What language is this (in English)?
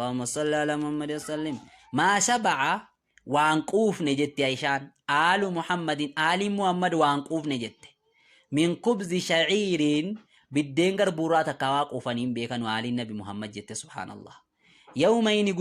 Oromo